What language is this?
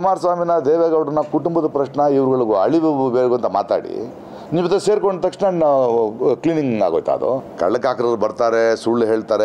Kannada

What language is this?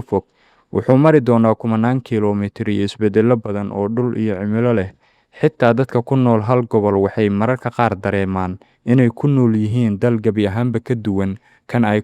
Somali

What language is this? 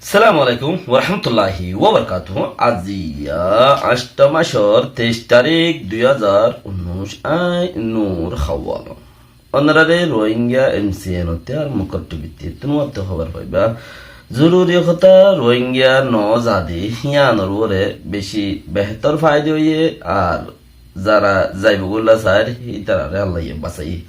Rohingya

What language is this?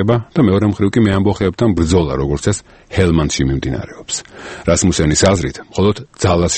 Georgian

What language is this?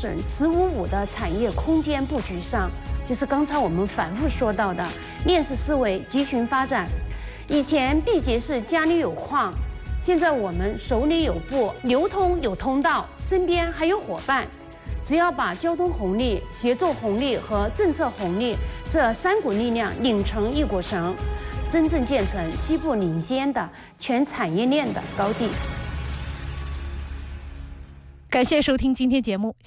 Chinese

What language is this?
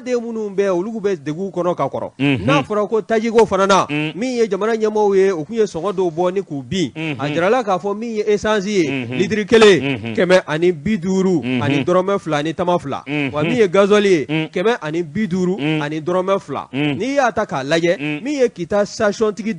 Bambara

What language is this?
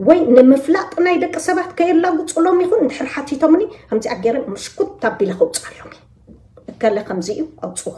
Tigrinya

